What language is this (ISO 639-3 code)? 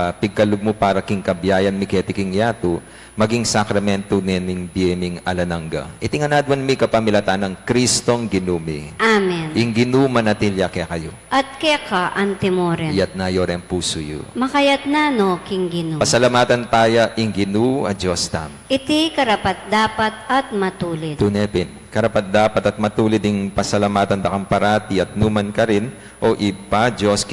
pam